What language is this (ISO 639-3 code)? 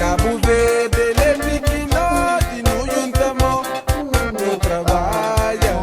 kea